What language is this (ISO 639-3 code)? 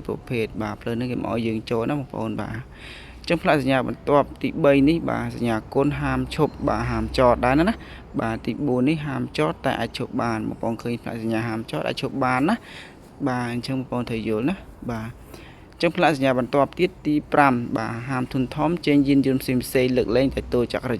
khm